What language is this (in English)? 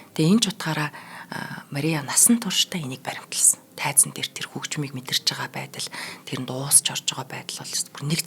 Mongolian